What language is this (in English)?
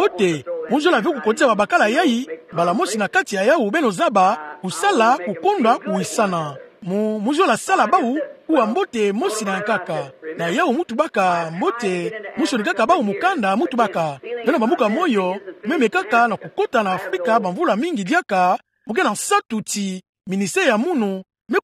Kituba (Democratic Republic of Congo)